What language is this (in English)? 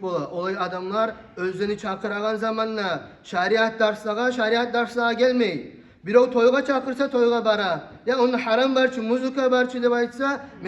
Kumyk